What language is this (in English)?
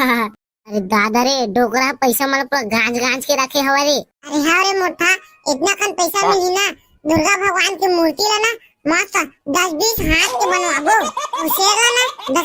Chhattisgarhi